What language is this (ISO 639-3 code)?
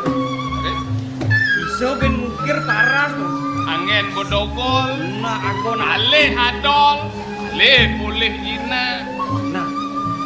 ban